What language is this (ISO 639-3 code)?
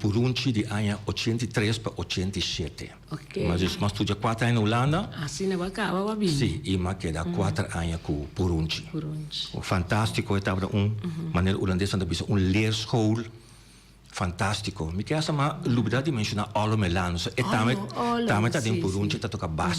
pap